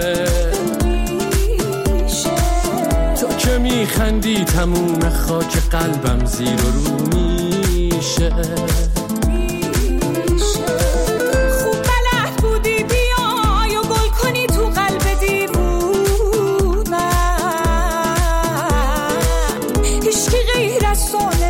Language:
Persian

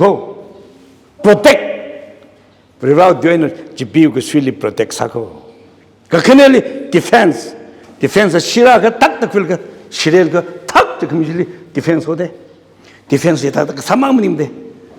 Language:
Tangkhul Naga (India)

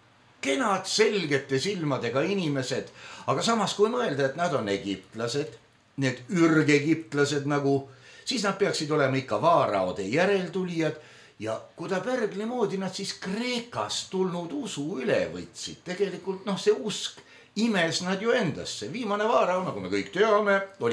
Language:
Estonian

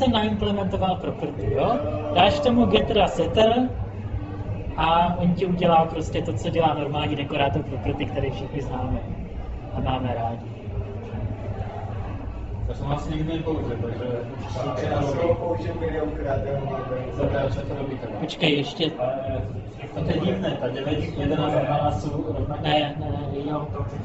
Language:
Czech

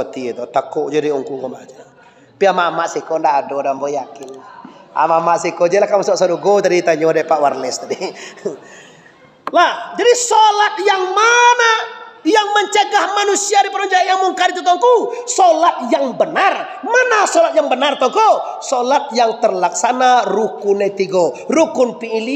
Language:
Minangkabau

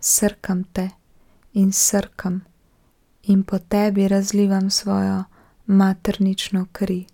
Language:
Slovenian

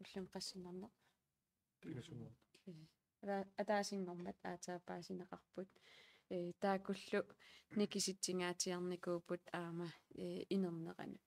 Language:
Kalaallisut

